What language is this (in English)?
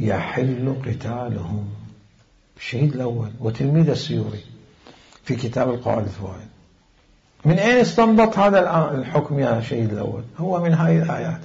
Mesopotamian Arabic